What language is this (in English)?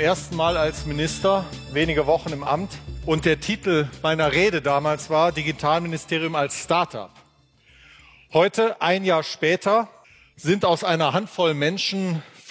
German